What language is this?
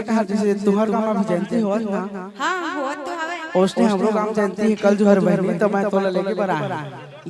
Chhattisgarhi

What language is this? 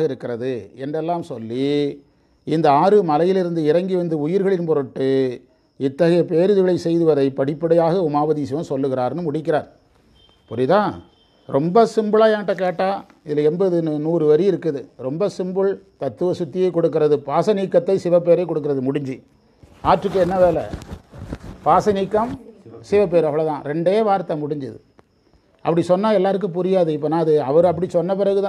Tamil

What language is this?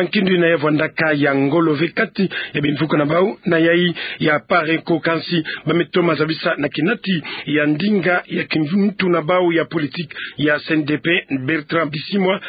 Kituba (Democratic Republic of Congo)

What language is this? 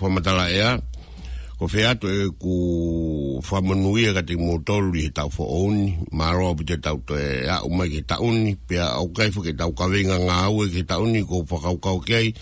Tongan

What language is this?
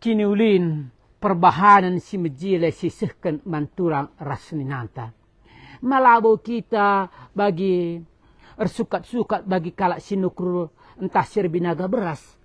Batak Karo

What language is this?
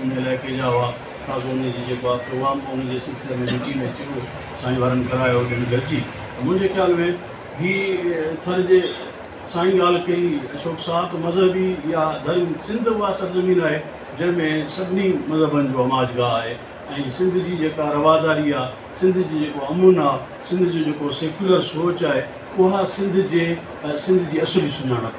Sindhi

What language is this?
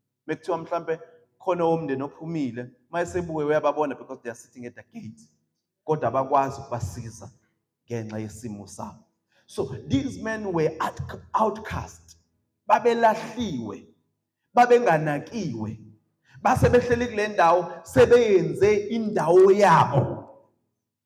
Zulu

